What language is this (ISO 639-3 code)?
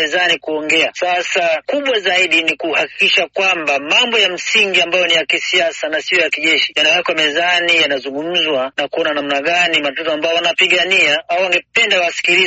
swa